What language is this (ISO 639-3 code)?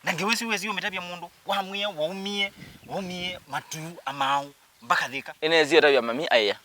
kam